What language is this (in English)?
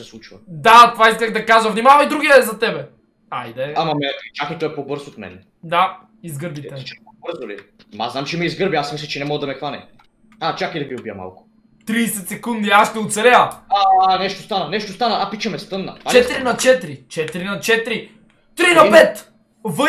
Bulgarian